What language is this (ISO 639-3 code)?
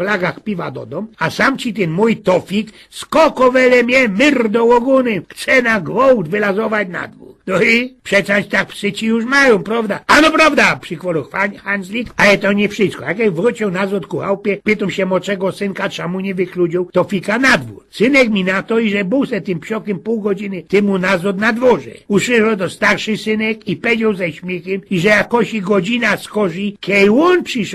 szl